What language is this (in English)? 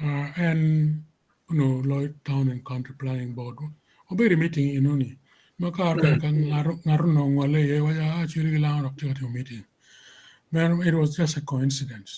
Acoli